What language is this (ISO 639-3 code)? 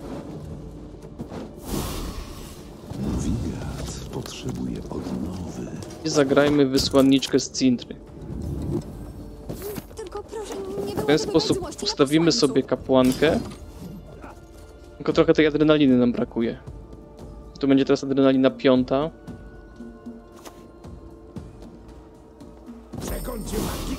pol